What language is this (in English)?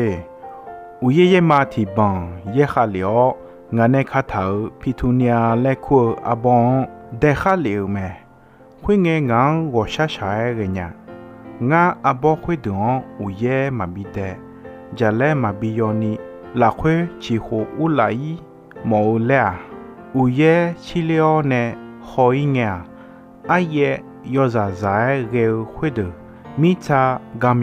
Akha